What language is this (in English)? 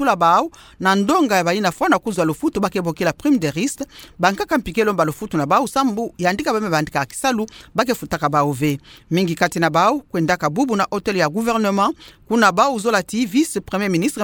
Kituba (Democratic Republic of Congo)